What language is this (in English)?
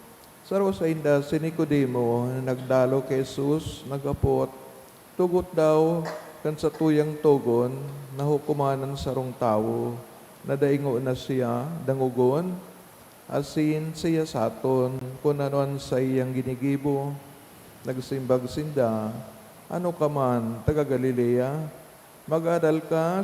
Bikol